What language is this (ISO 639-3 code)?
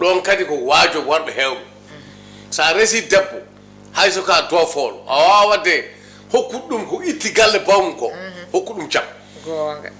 ful